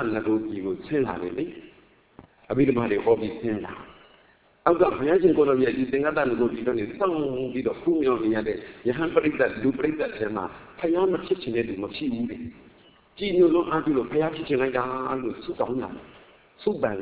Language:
Burmese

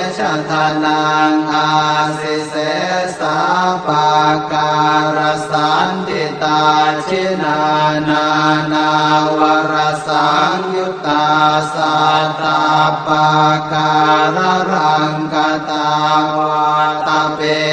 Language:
Pali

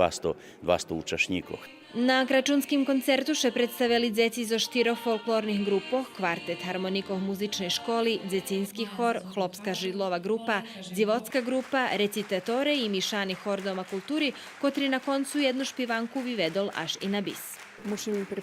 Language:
Rusyn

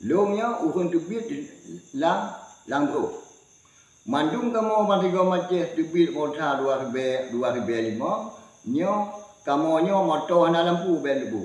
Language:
Achinese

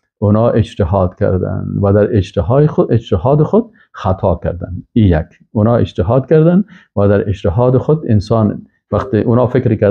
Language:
Persian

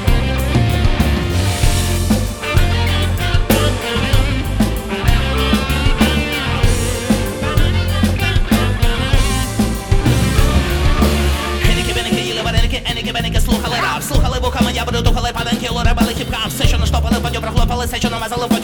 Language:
Ukrainian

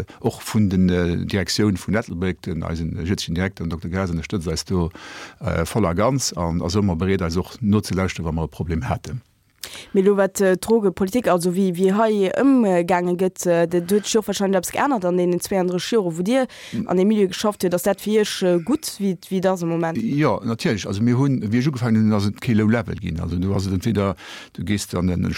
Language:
Luxembourgish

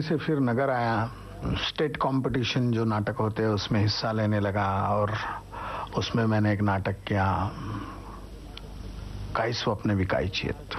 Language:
Hindi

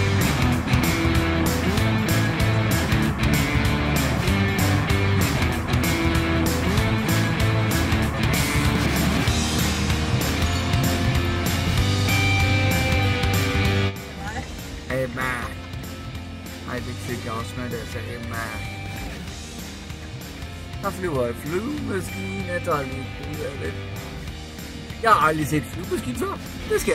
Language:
Danish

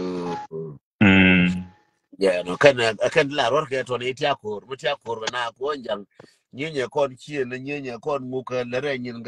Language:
Nuer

